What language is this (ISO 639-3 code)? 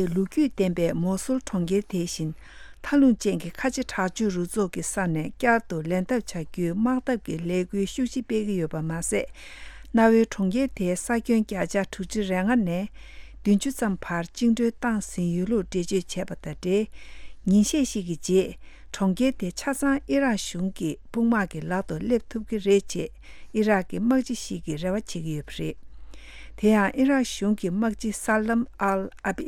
bod